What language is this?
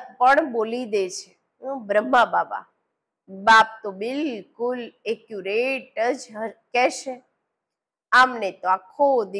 Gujarati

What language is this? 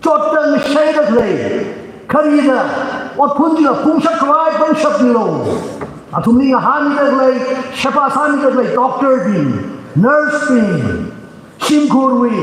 Tangkhul Naga (India)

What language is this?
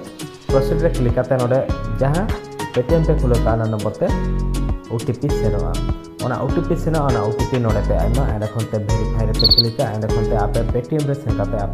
Santali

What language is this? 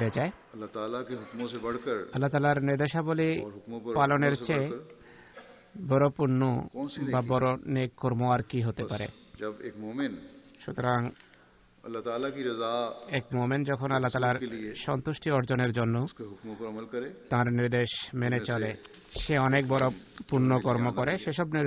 Bangla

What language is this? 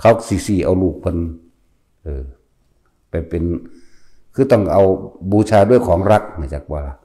Northeastern Thai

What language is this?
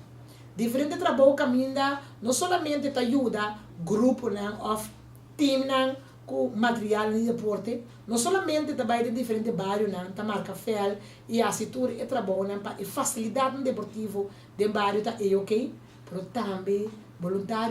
Papiamento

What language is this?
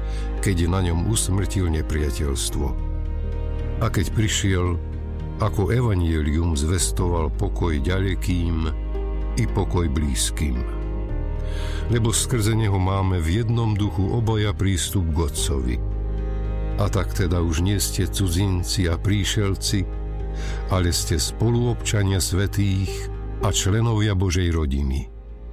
Slovak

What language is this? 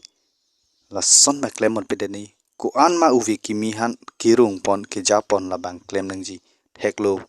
Karbi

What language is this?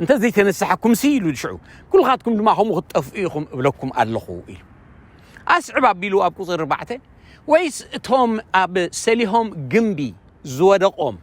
Tigrinya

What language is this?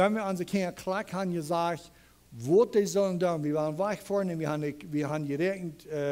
Plautdietsch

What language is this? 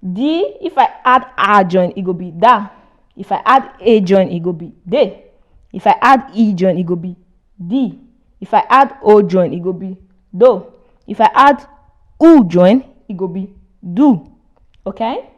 Nigerian Pidgin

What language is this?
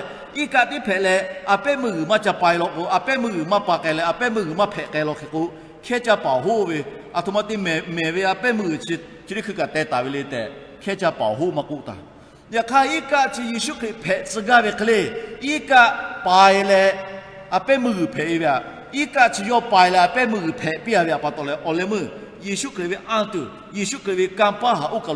Lahu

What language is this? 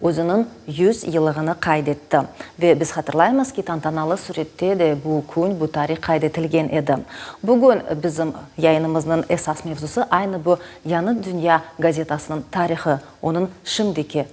Crimean Tatar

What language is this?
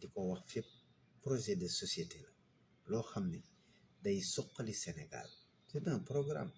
Wolof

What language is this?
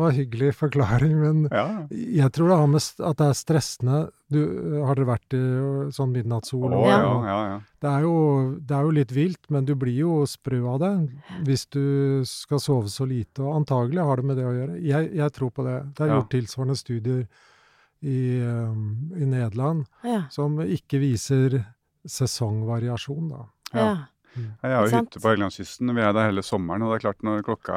Norwegian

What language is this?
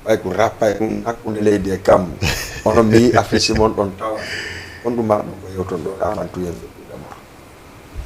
Fula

